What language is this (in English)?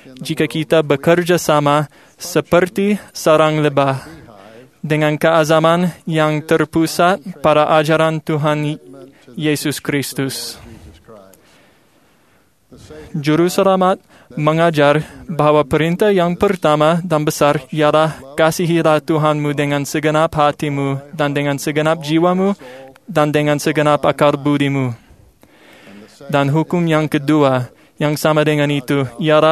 Malay